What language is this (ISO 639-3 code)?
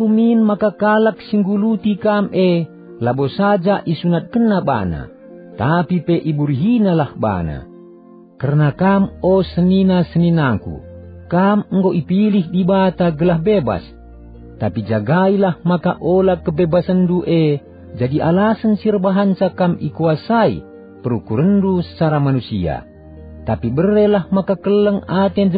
btx